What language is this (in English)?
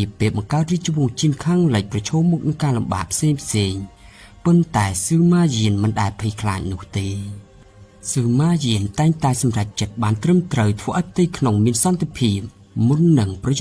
Khmer